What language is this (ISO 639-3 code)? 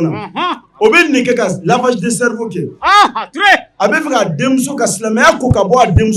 bam